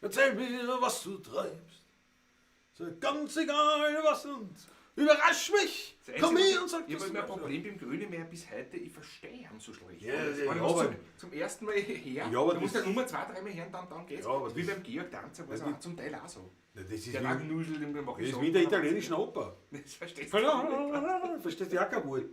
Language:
Bavarian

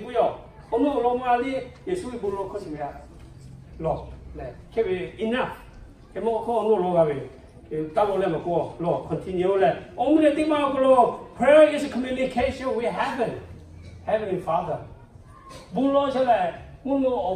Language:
Lahu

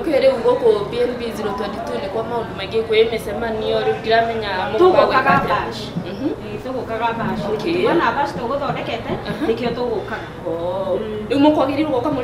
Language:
Kikuyu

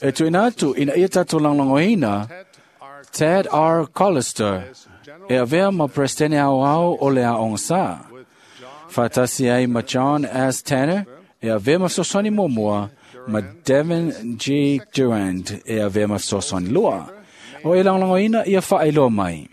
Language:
Samoan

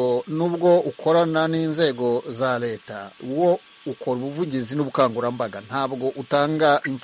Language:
Kinyarwanda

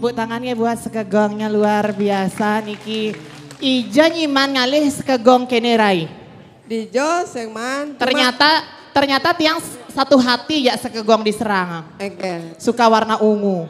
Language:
Balinese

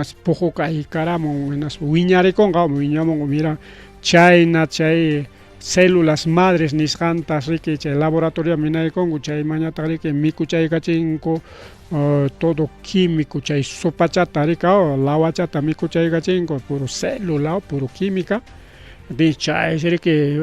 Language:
Ayacucho Quechua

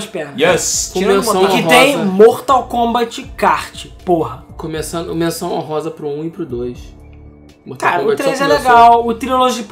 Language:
Portuguese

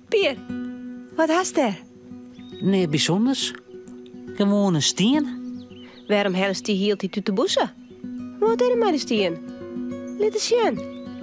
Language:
Western Frisian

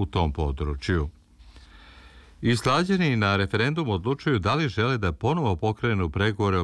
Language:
Serbian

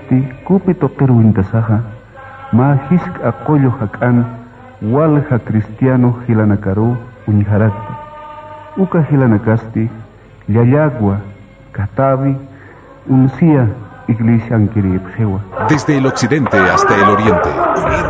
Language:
Aymara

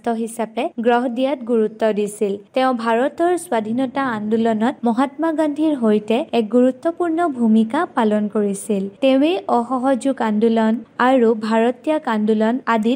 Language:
Assamese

